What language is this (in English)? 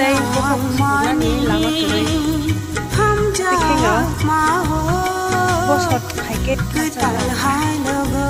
Kok Borok